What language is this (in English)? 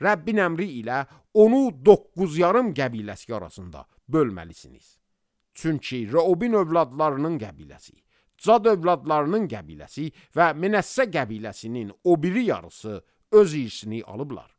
Azerbaijani